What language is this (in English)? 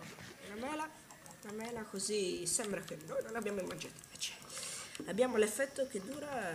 Italian